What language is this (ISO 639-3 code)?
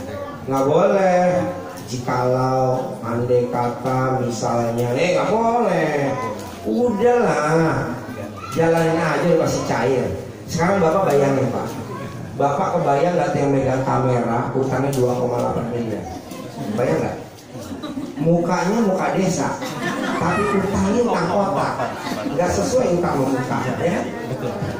ind